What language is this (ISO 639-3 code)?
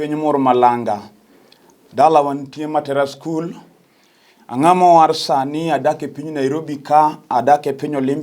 luo